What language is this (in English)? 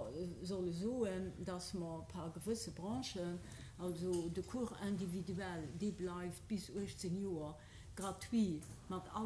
Luxembourgish